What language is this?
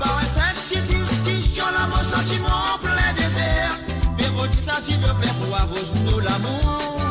Morisyen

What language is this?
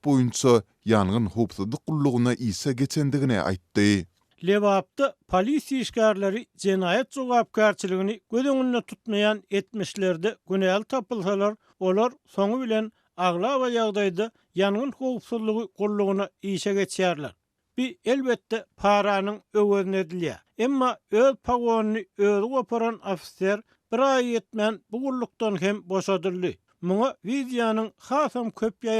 Turkmen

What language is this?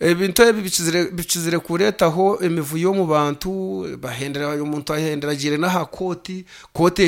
Nyankole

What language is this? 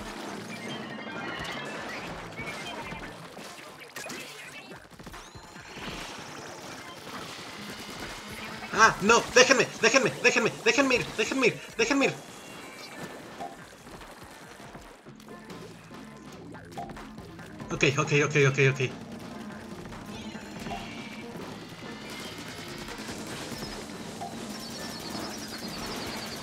Spanish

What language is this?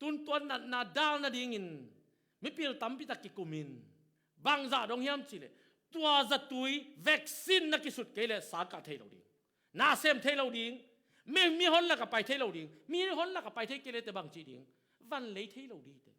Tedim Chin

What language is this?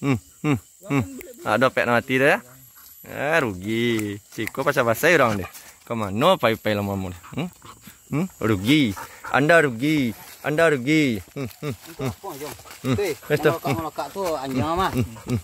Minangkabau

